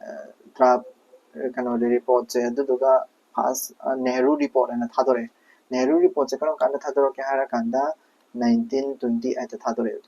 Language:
Manipuri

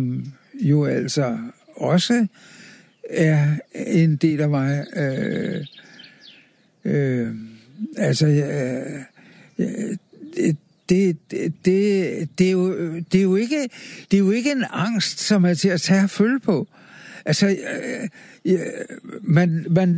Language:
Danish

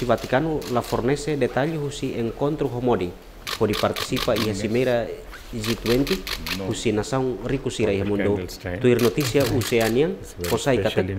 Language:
Tetum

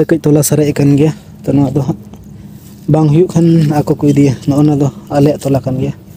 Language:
Santali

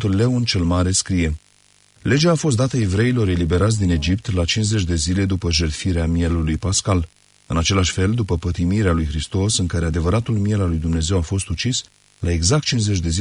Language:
Romanian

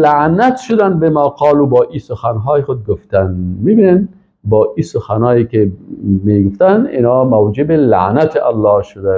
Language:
Persian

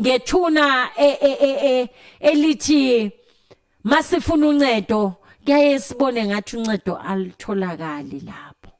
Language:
Zulu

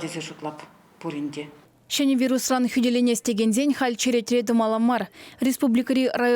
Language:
Chuvash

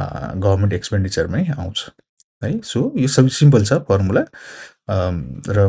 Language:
Nepali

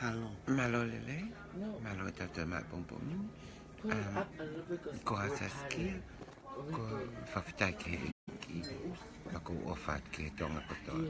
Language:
Tongan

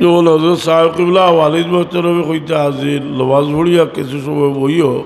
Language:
Sylheti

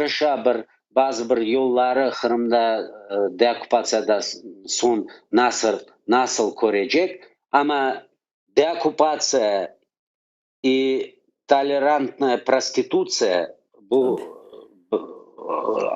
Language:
Crimean Tatar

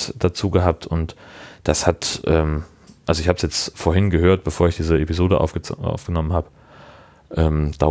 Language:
German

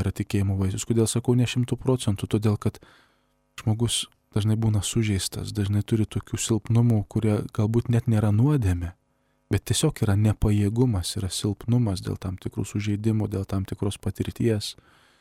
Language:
Lithuanian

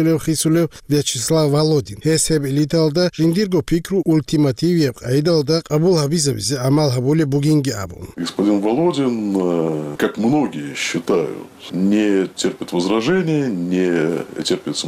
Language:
Avaric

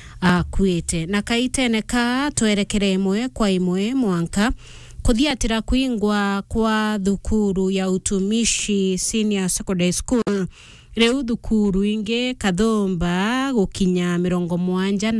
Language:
Meru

